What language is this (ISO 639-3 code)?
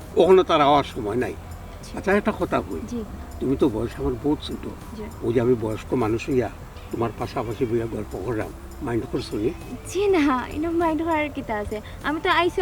syl